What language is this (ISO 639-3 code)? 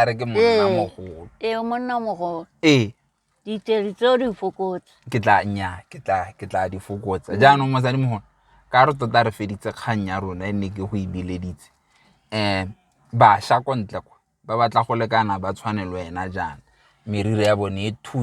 tsn